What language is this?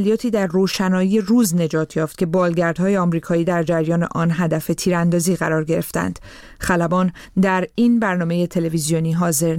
Persian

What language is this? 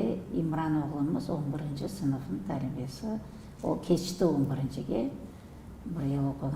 Crimean Tatar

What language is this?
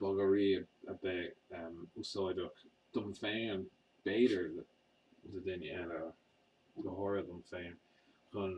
Irish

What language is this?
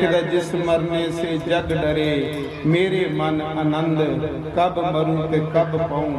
Dogri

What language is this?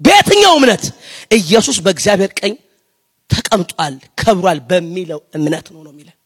Amharic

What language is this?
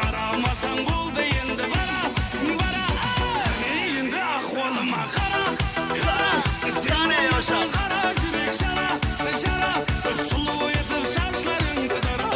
Kara-Kalpak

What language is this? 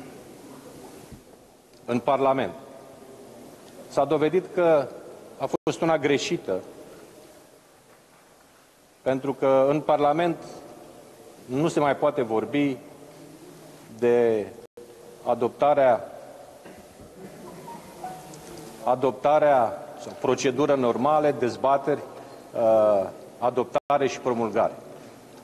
Romanian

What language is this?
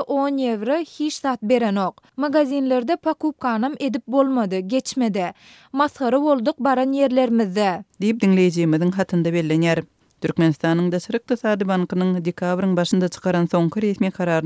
Turkmen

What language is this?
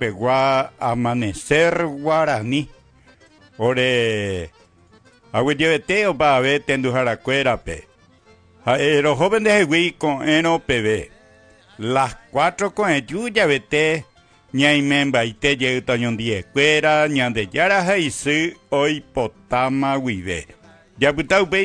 Guarani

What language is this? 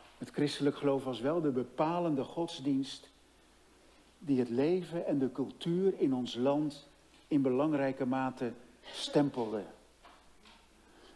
Dutch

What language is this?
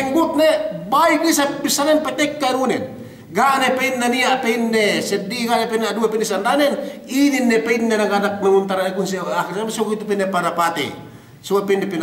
Yakan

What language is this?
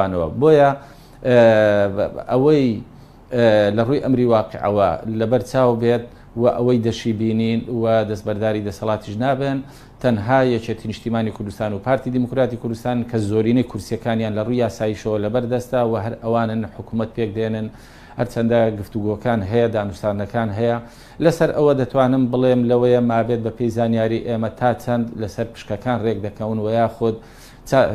Central Kurdish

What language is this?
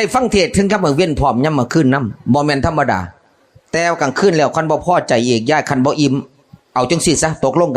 Northeastern Thai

